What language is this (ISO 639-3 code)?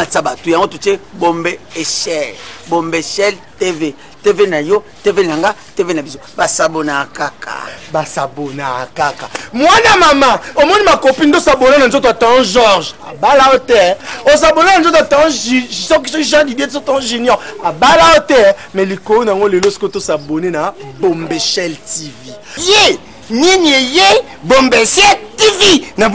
lin